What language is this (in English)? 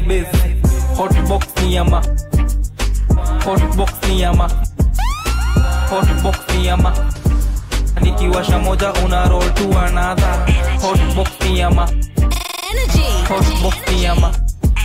Swahili